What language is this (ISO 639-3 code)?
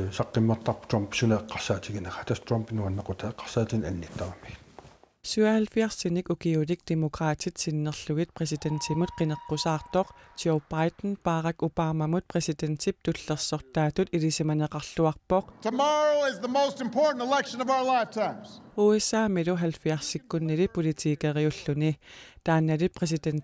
kal